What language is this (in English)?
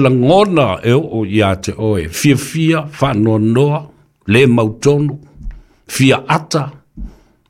Samoan